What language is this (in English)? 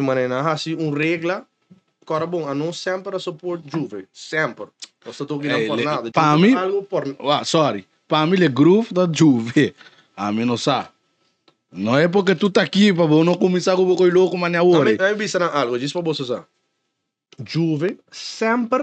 Papiamento